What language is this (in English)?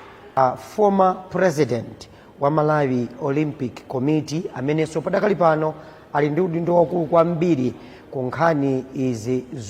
Nyanja